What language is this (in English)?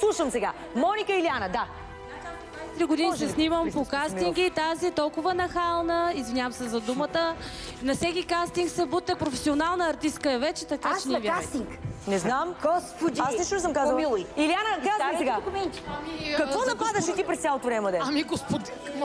Bulgarian